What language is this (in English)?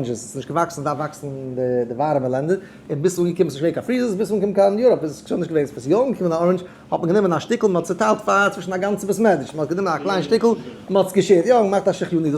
Yiddish